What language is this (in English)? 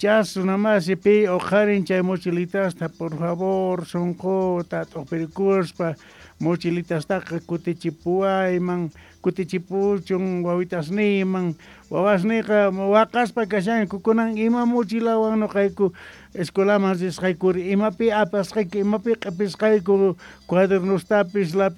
South Bolivian Quechua